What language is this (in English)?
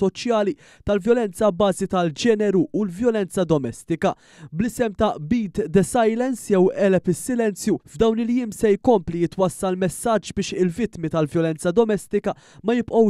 Maltese